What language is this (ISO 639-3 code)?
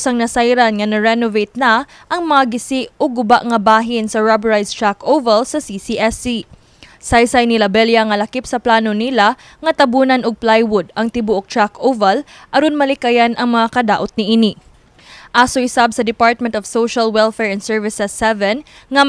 ceb